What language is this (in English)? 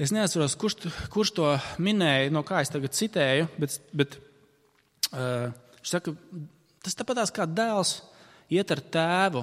Latvian